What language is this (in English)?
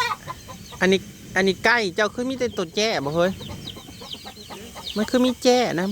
Northeastern Thai